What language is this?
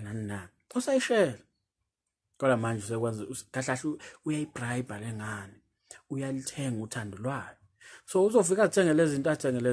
Zulu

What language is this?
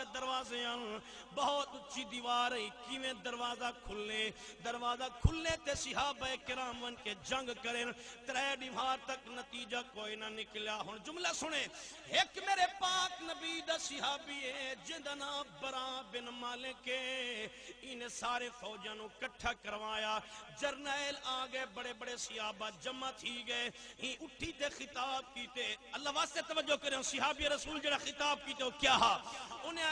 Saraiki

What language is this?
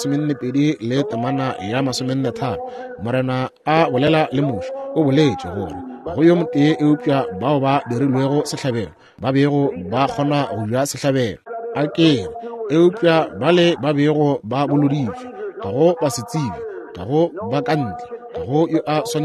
Northern Sotho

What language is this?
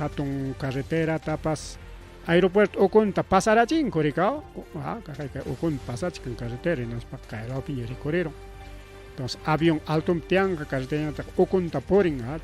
Ayacucho Quechua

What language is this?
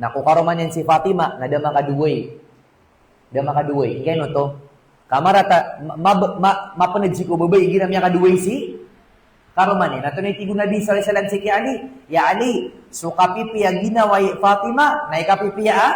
Maranao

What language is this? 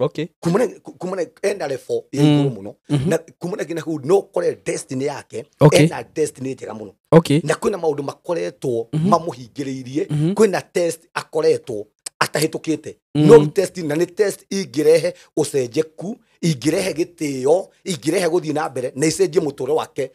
Kikuyu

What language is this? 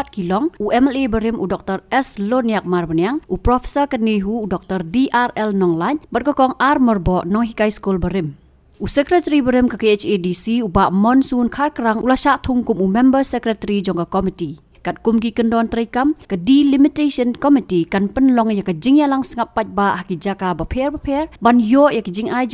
Khasi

